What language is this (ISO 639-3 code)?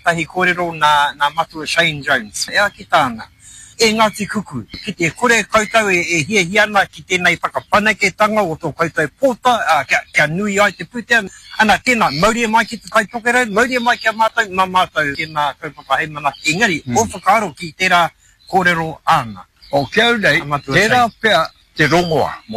mri